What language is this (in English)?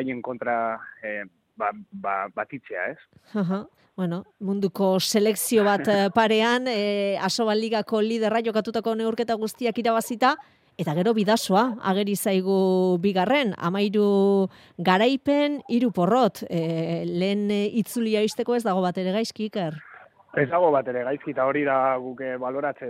Basque